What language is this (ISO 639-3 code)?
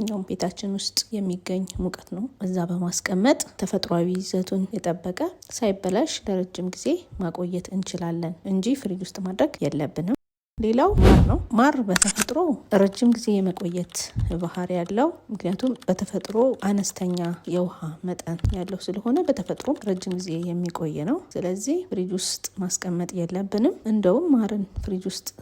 amh